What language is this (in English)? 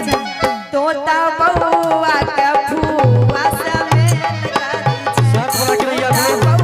Maithili